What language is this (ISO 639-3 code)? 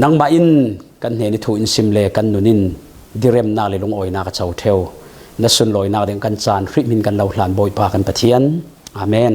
cfm